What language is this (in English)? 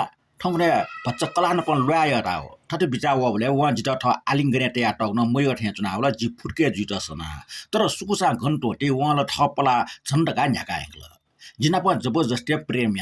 Newari